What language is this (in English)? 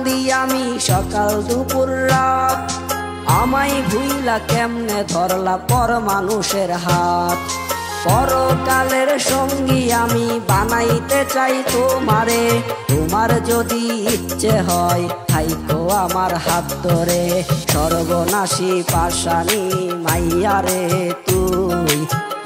Bangla